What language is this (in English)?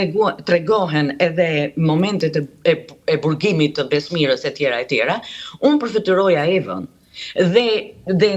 Albanian